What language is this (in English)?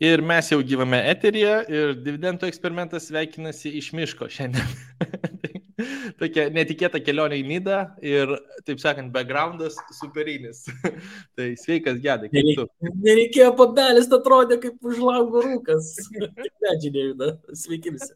Lithuanian